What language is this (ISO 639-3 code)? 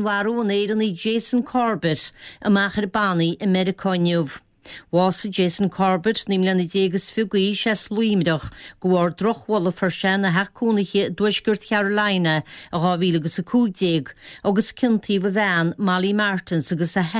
gle